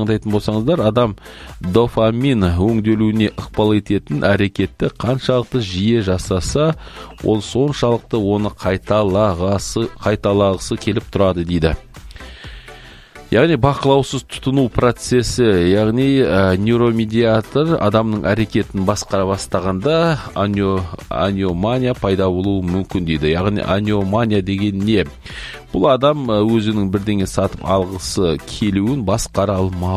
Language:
Kazakh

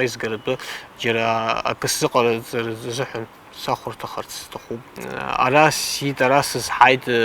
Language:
Abkhazian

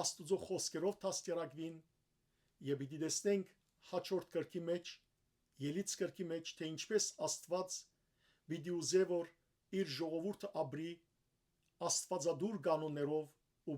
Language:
Western Armenian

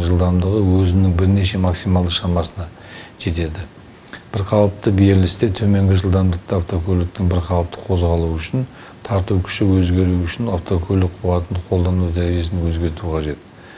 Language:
Kazakh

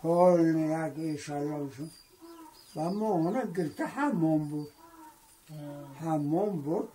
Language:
Tajik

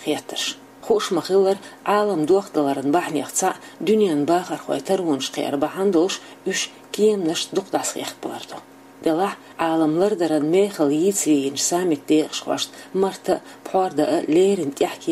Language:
Chechen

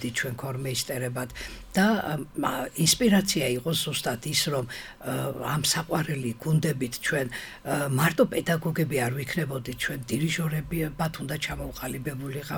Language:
Georgian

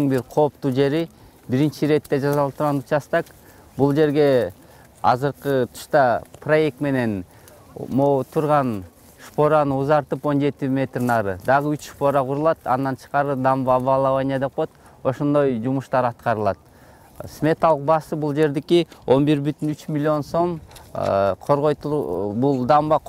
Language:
Kyrgyz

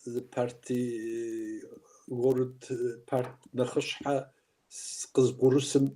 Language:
Kabardian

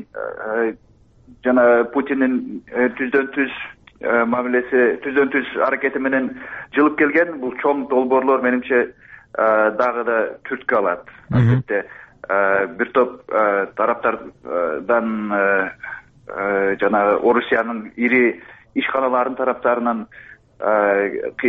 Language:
Kyrgyz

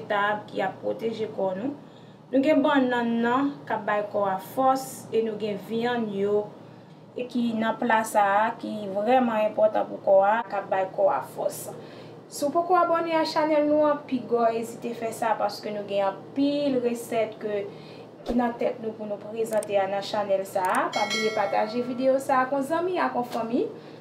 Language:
Haitian Creole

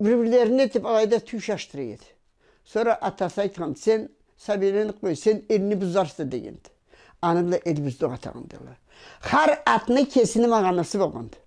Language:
Karachay-Balkar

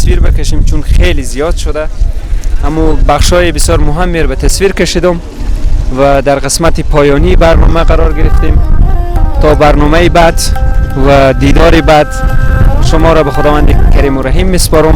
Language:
Persian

